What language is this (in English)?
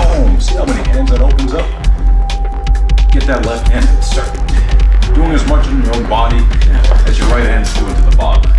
English